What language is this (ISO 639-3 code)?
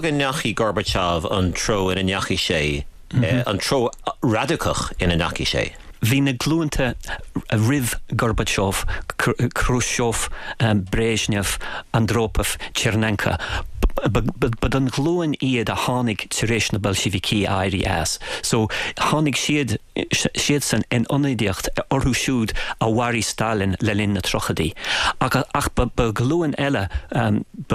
gle